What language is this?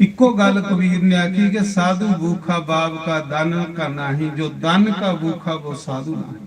Dogri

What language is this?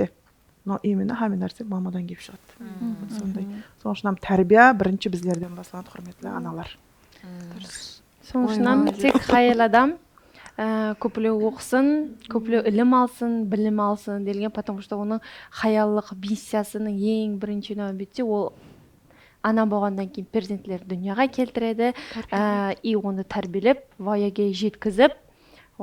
Kara-Kalpak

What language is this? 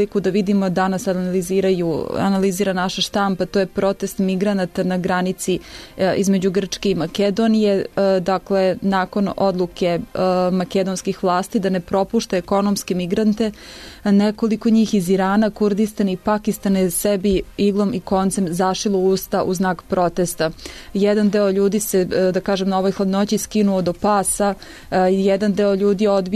Serbian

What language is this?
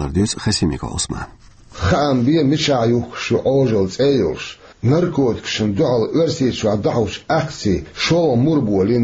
Chechen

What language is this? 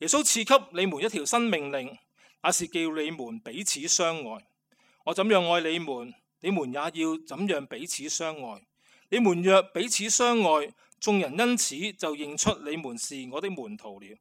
Cantonese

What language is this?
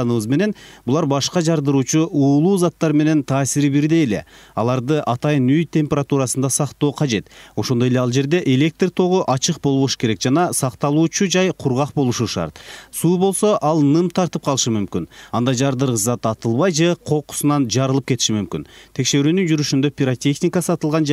Kyrgyz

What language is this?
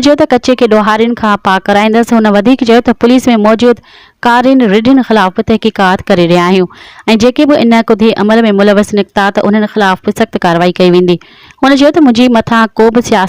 Sindhi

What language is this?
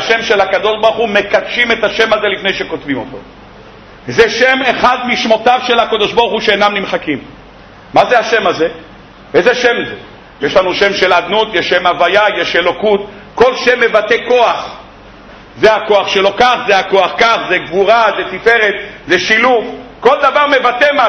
Hebrew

